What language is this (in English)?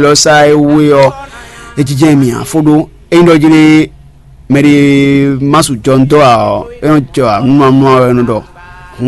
Fon